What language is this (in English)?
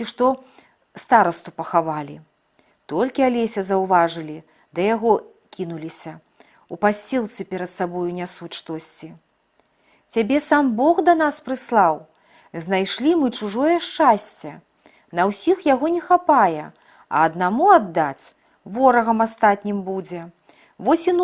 Belarusian